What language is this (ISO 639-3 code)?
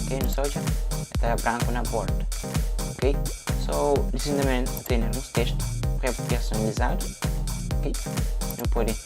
kea